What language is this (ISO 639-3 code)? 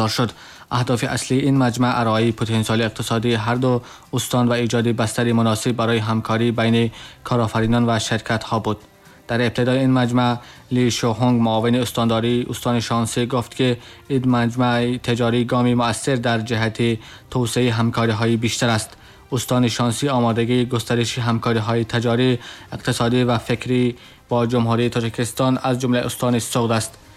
tgk